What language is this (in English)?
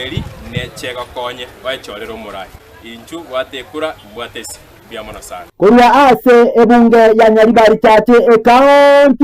Gusii